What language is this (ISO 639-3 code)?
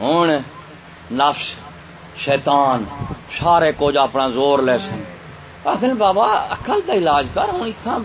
skr